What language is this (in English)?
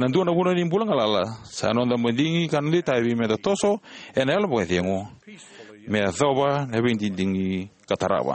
Fijian